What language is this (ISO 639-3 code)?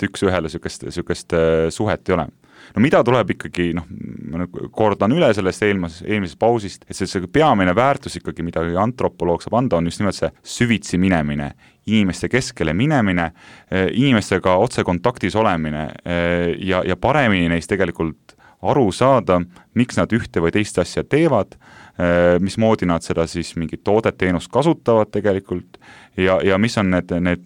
est